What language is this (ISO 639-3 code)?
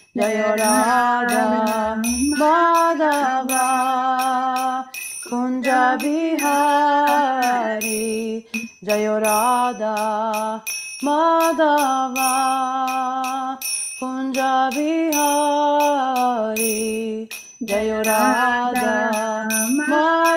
ita